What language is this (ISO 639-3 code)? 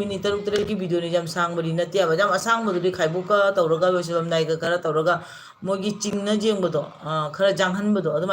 mni